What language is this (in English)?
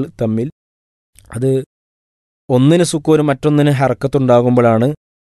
Malayalam